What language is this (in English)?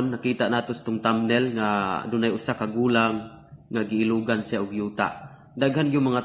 Cebuano